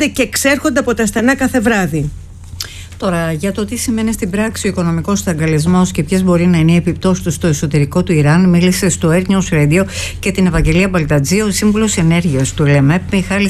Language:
Greek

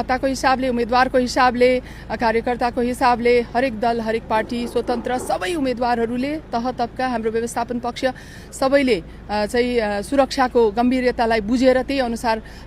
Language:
Nepali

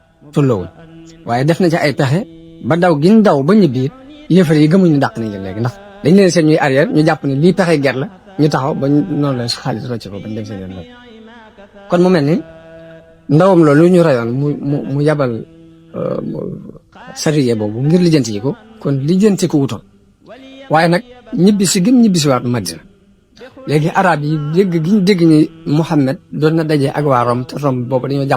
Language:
Wolof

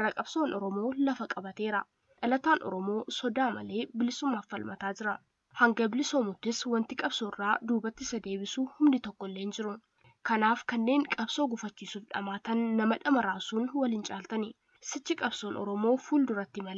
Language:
Oromo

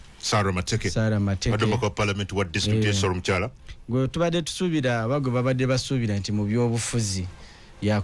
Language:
Ganda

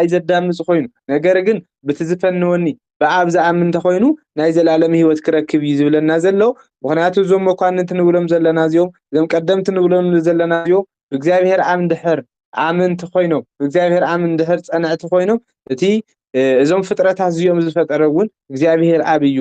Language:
Tigrinya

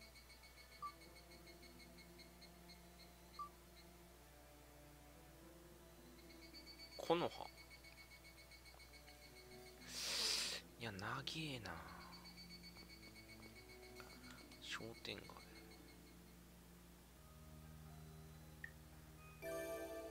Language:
Japanese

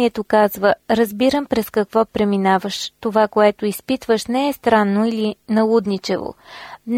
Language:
Bulgarian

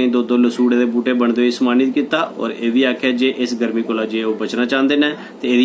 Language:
Dogri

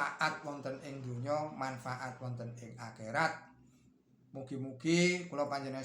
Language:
Javanese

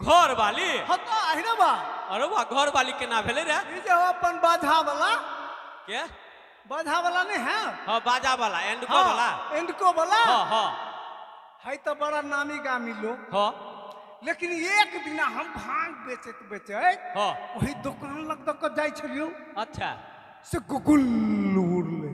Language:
Maithili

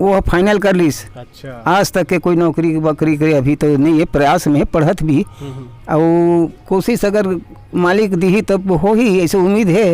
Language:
Chhattisgarhi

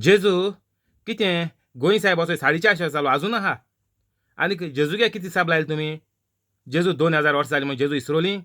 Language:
Konkani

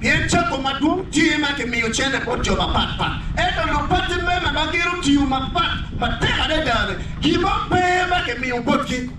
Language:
Acoli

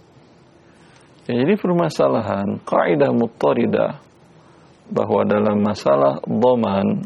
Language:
Indonesian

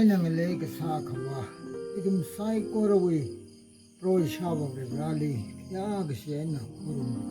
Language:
Tangkhul Naga (India)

